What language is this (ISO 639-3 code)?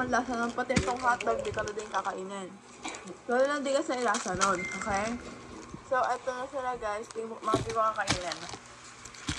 fil